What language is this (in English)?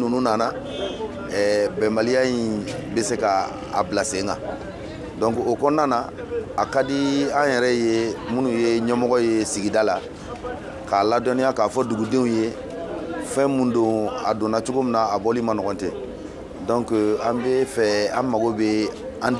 Bambara